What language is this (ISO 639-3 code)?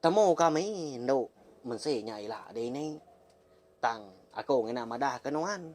iba